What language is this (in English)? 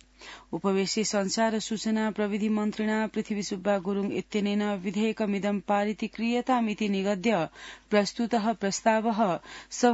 Sanskrit